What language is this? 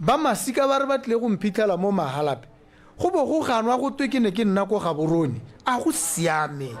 Tswana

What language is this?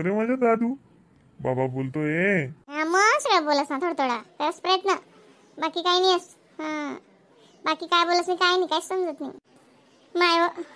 Khandesi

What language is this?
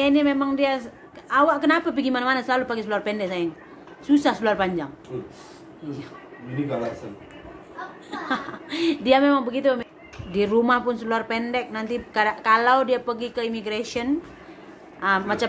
Malay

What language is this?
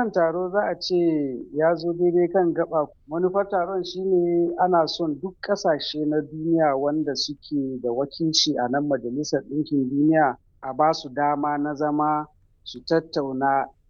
Hausa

